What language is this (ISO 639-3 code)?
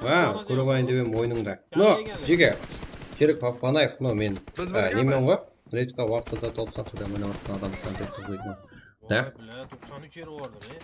kaa